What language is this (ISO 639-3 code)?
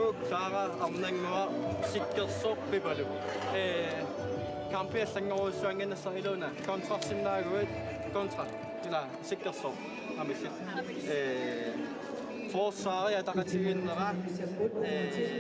kal